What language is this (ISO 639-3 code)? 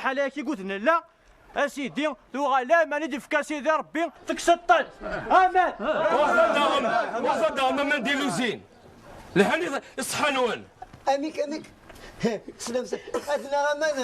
kab